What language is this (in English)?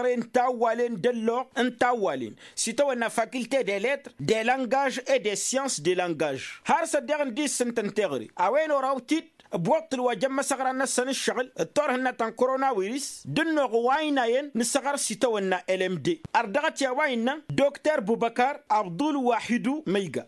Tamasheq